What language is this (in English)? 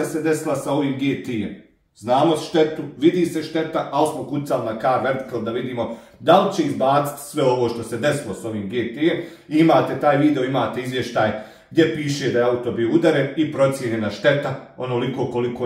Bosnian